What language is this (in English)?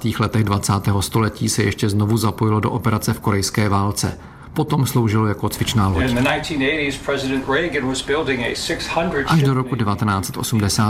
Czech